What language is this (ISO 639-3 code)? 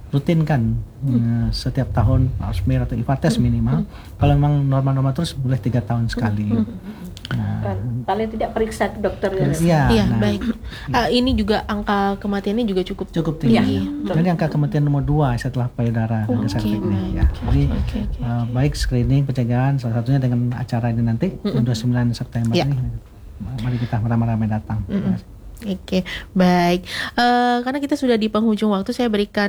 ind